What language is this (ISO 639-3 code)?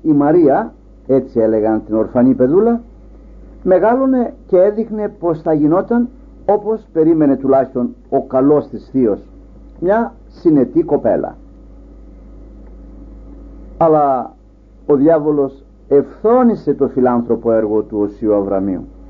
ell